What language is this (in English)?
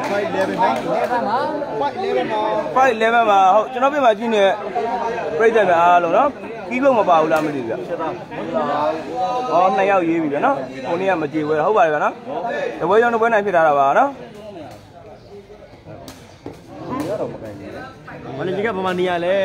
Burmese